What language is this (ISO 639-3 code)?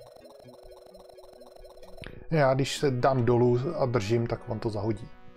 ces